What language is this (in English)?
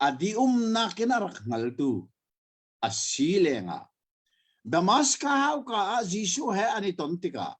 Hakha Chin